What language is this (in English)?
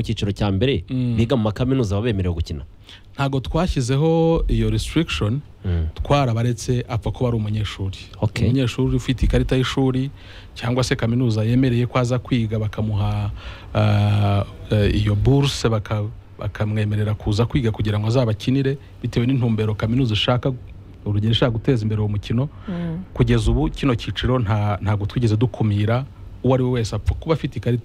Kinyarwanda